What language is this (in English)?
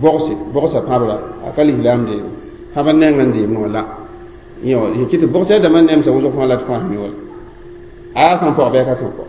Mossi